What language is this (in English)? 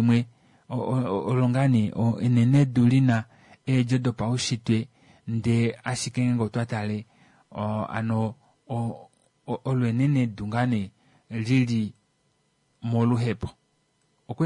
Kuanyama